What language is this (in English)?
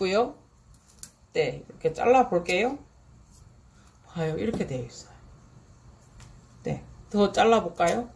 Korean